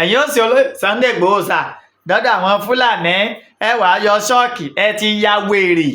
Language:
Yoruba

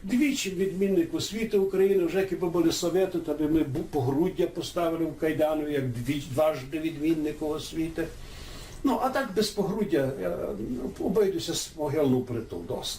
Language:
Rusyn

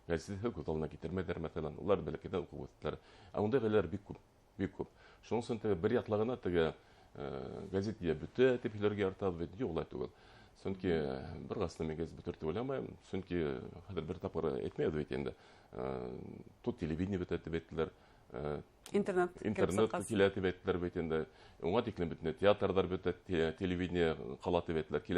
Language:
Bashkir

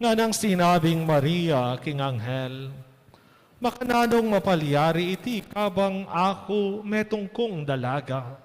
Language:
Pampanga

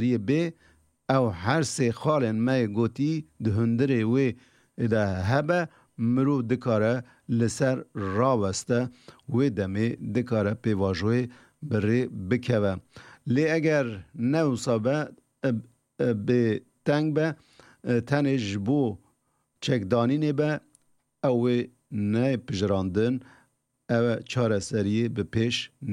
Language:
Kurdish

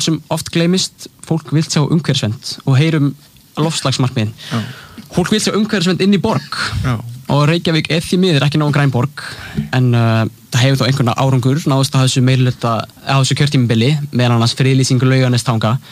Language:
Icelandic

